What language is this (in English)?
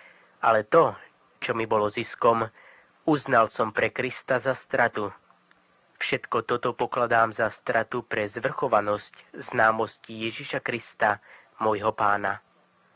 Slovak